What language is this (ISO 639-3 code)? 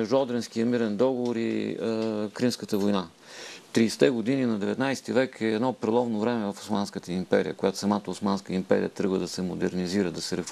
bul